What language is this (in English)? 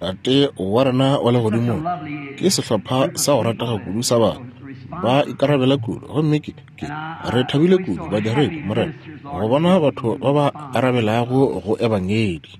Northern Sotho